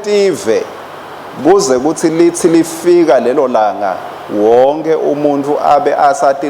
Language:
Swati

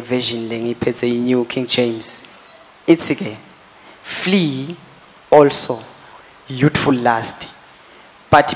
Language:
Swati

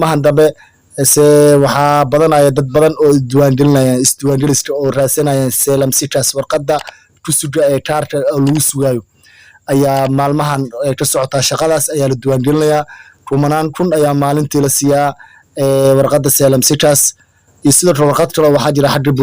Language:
Somali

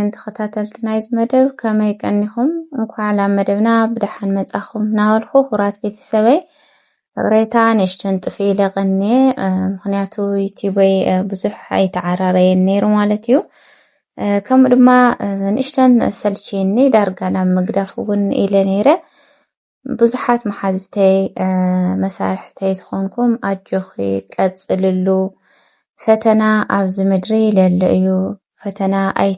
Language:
Tigrinya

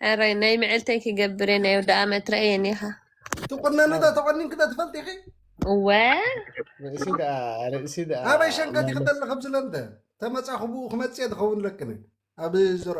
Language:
Tigrinya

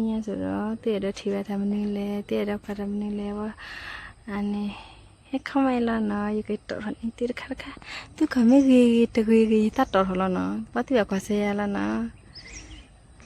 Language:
S'gaw Karen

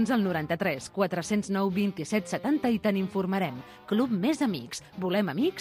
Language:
Catalan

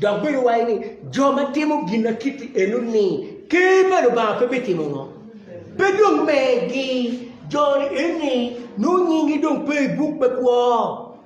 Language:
Acoli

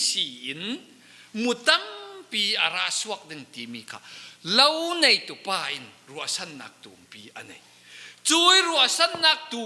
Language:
Falam Chin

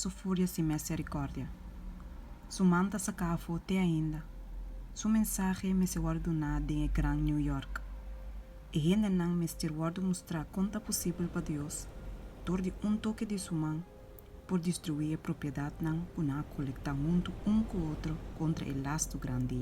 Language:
Papiamento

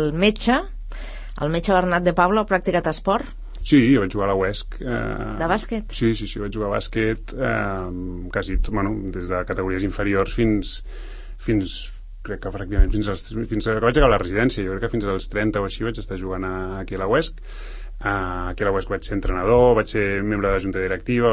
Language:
Catalan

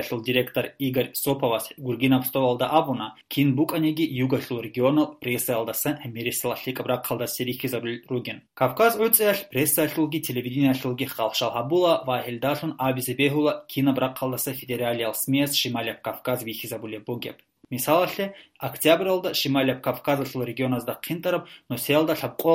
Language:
Avaric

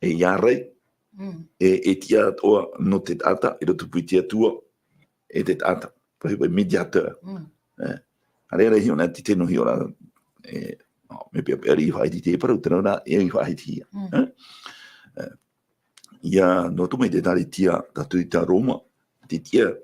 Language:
Tahitian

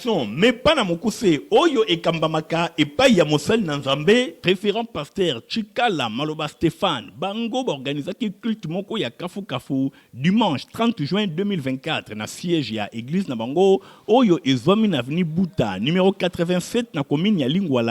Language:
Lingala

